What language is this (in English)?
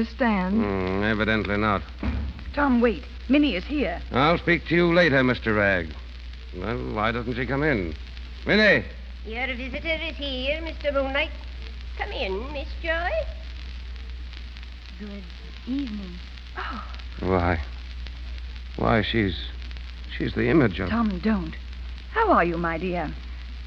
English